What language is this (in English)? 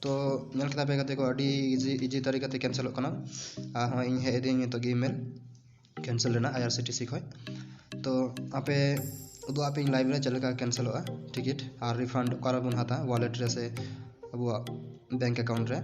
Santali